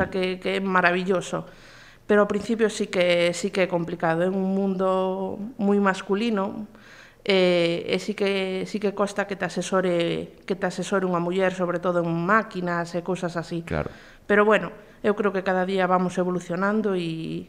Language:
Galician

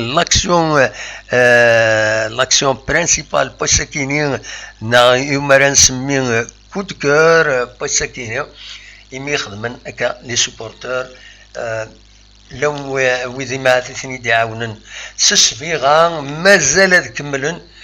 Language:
Kabyle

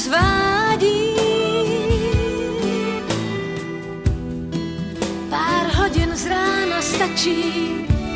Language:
Czech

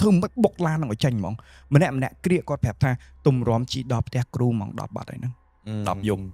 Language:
Khmer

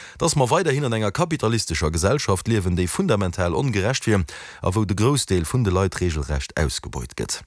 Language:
Luxembourgish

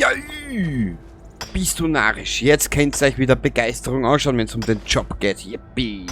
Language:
Bavarian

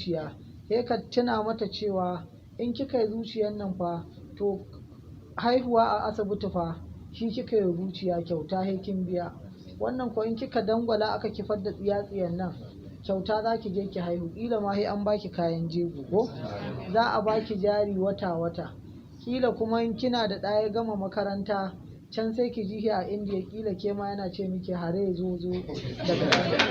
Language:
Hausa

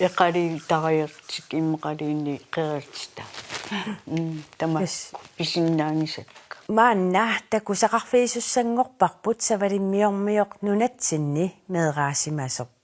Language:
Kalaallisut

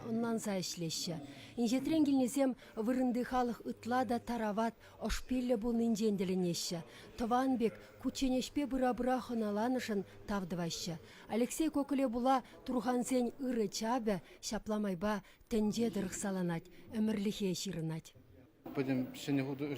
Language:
Chuvash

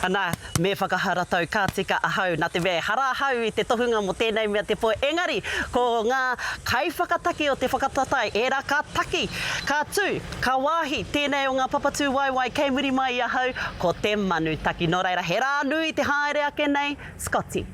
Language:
Māori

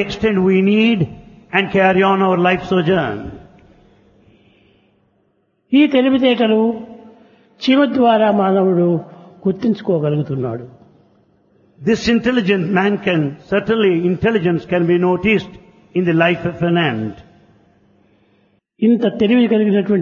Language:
Telugu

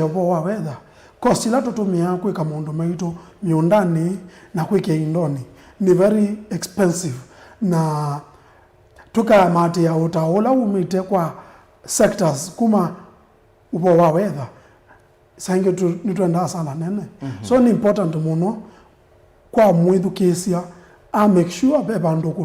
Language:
Kamba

